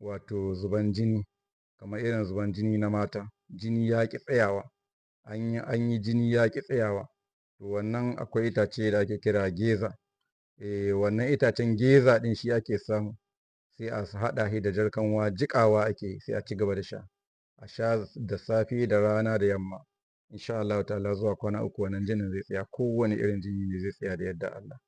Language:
Hausa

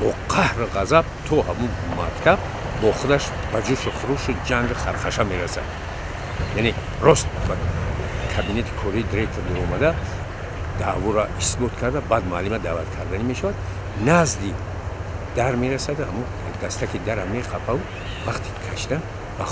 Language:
Tajik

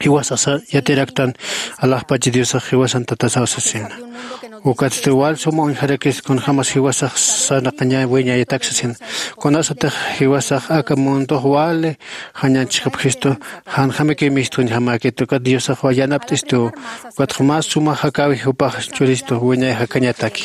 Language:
Aymara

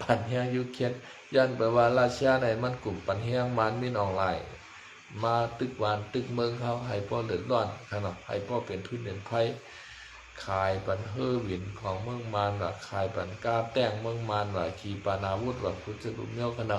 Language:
Shan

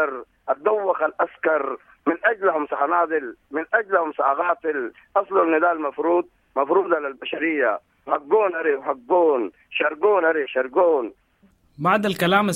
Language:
Sudanese Arabic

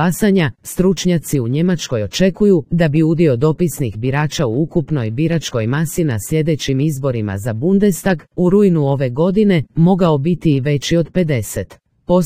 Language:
Croatian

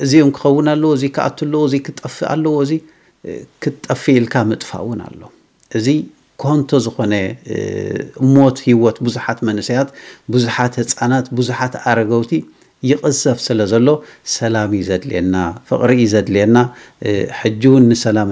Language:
Tigrinya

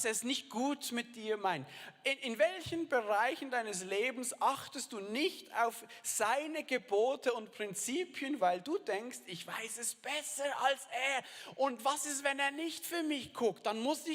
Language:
Swiss German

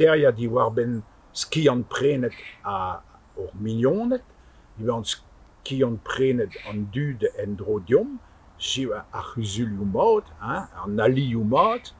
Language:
Breton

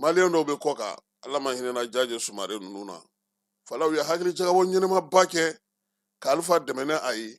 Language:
Bambara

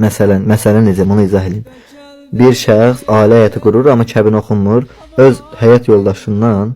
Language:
Azerbaijani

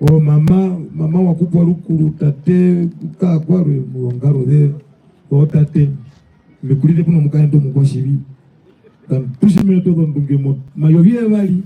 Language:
Herero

